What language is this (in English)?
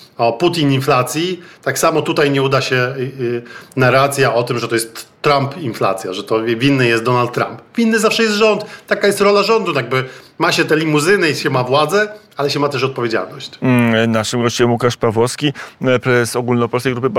Polish